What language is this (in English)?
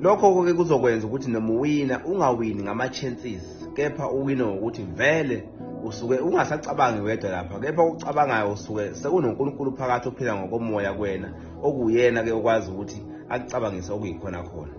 Zulu